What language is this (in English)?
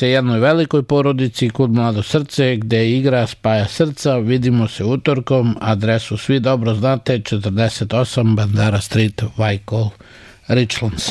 Serbian